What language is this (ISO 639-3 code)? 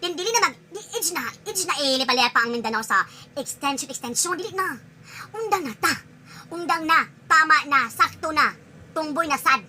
ceb